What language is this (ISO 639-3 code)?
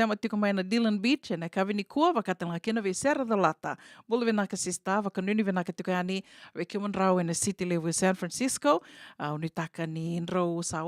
fij